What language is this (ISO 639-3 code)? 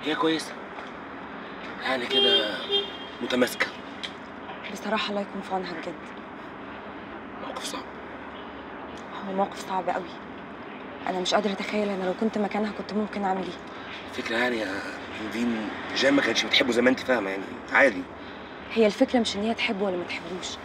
arz